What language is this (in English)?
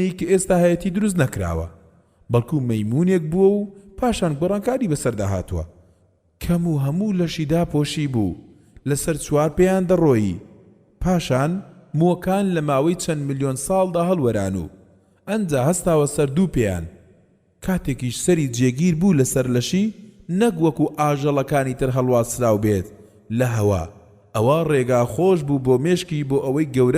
Central Kurdish